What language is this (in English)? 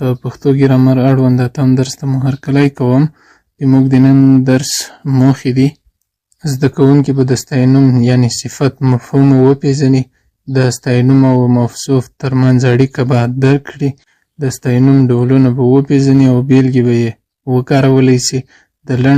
Pashto